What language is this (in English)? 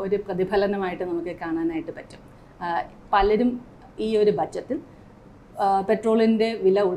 Malayalam